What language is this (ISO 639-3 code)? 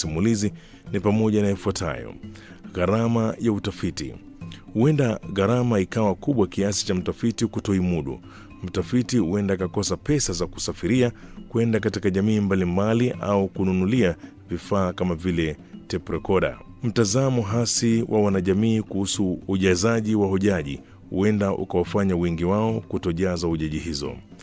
swa